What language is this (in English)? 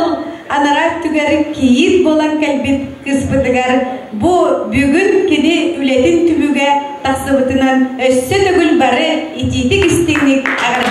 Yakut